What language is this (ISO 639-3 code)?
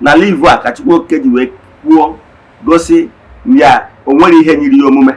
ibo